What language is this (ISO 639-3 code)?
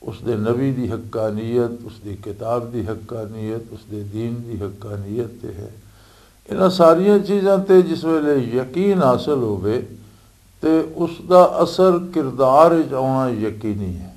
lah